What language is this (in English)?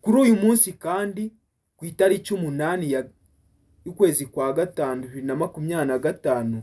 Kinyarwanda